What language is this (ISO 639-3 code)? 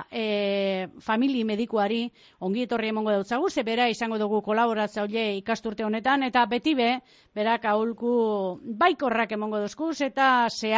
eus